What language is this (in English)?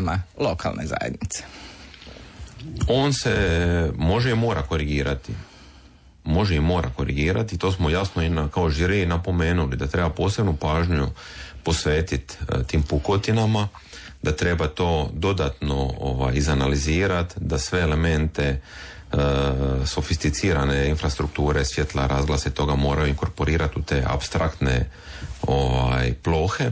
Croatian